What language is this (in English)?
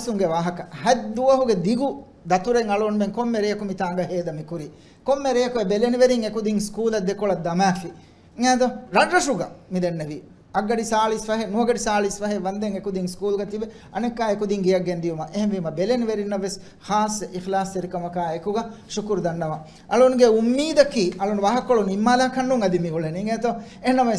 Divehi